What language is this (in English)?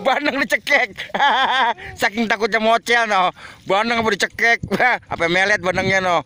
Betawi